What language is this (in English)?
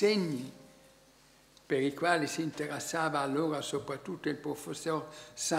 Italian